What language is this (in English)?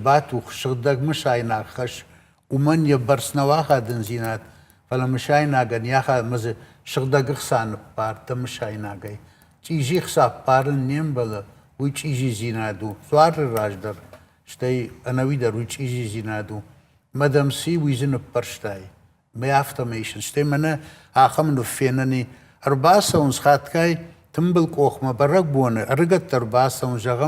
Ossetic